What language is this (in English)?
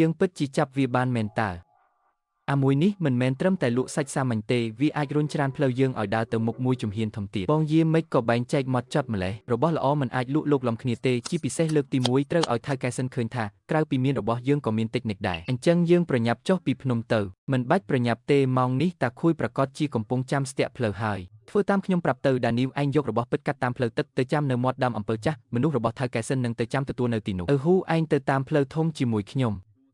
Khmer